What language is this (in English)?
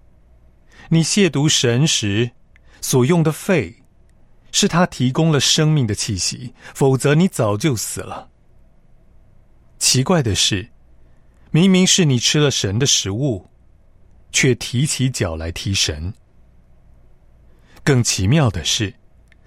Chinese